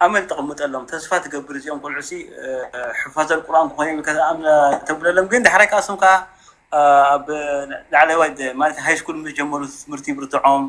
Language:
Tigrinya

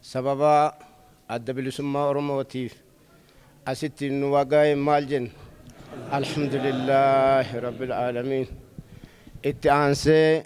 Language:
Oromo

